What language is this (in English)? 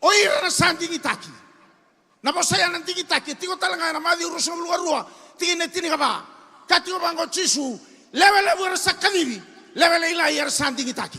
Fijian